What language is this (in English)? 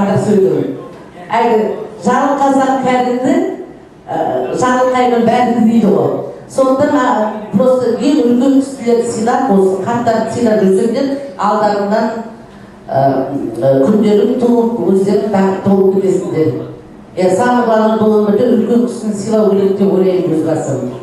Kazakh